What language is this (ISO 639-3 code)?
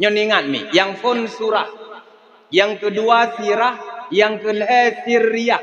ace